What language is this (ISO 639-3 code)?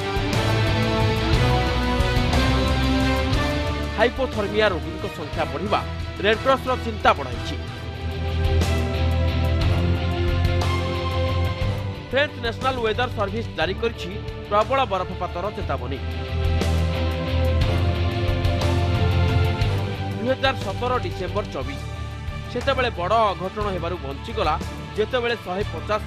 ori